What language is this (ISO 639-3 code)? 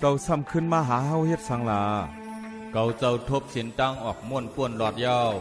shn